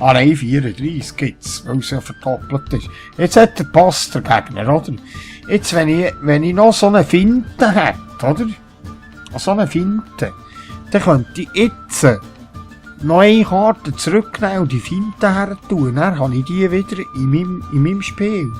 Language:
Swiss German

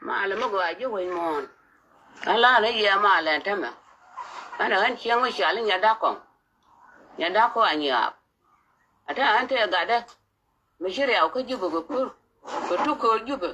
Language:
Nuer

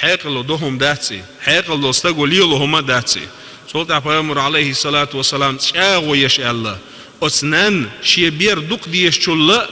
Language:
Chechen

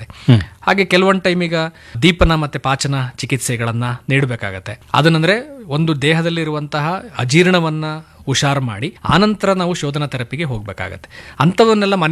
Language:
Kannada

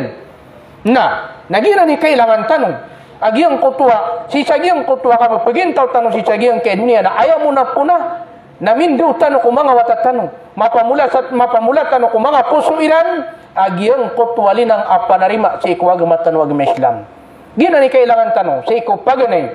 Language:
Maranao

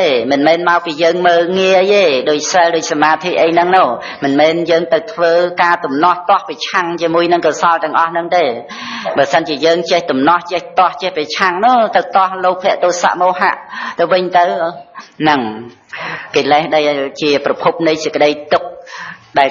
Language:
Khmer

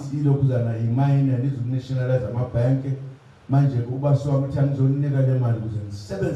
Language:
Zulu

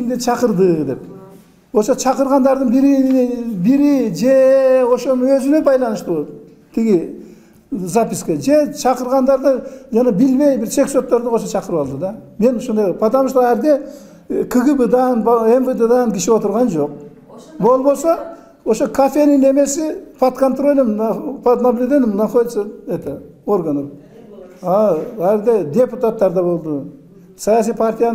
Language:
Kyrgyz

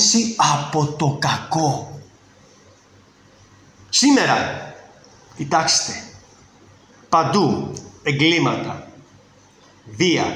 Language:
Greek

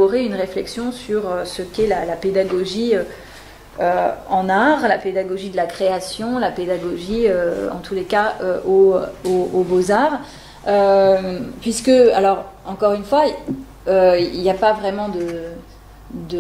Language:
French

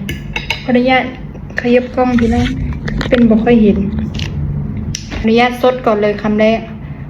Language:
Lao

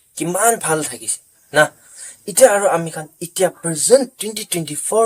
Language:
Naga Pidgin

